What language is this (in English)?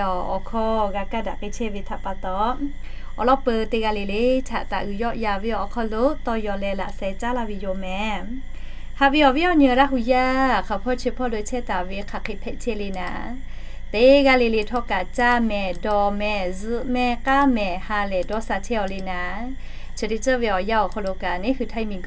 Lahu